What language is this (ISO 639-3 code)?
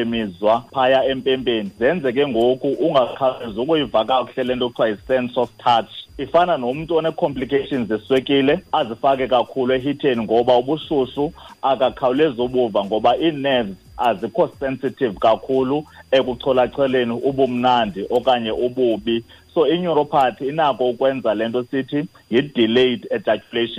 xho